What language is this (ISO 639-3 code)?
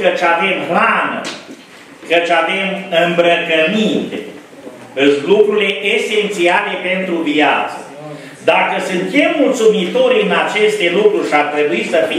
ron